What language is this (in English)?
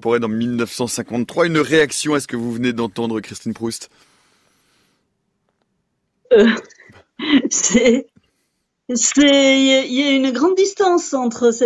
French